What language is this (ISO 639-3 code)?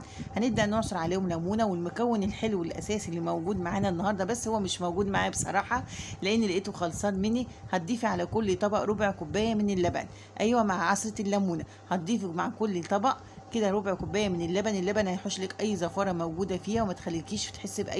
arz